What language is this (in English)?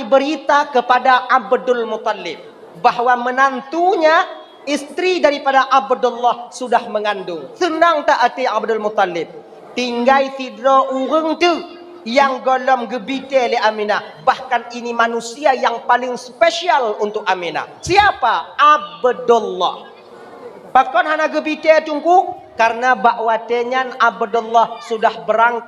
Achinese